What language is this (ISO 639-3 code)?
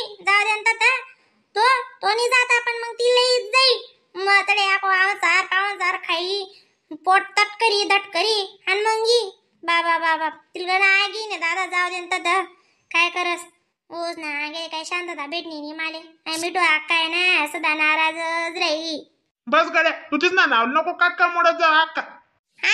khn